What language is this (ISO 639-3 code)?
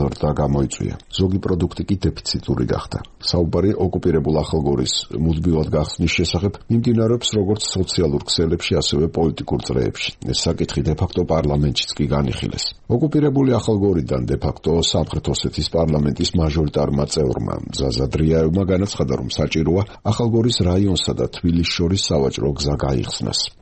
kat